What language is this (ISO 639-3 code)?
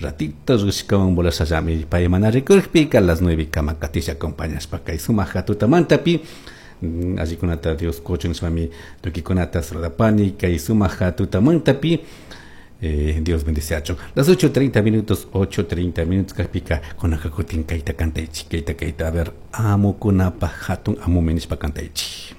qug